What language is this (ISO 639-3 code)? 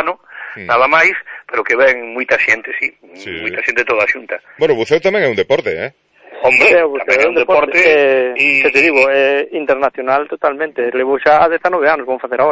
glg